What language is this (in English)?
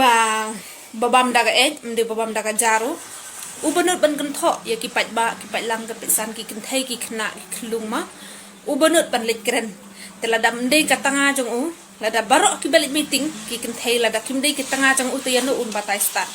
Khasi